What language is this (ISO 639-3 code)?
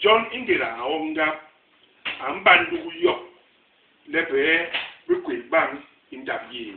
bas